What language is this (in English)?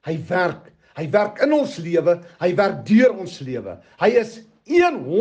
Afrikaans